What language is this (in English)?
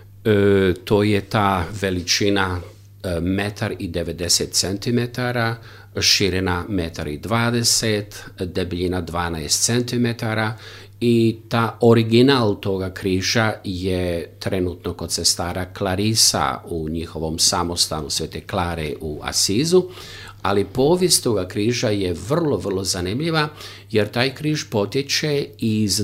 Croatian